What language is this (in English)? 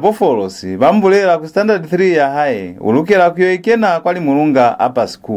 Lozi